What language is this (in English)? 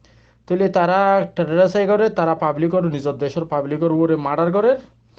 Rohingya